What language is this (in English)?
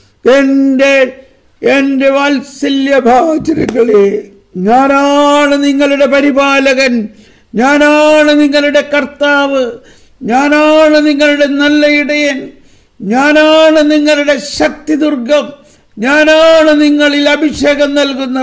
Malayalam